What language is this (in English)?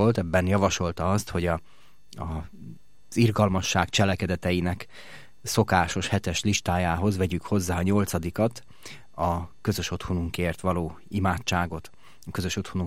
Hungarian